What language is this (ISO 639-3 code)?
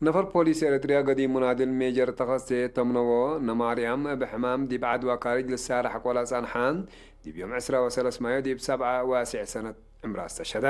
tig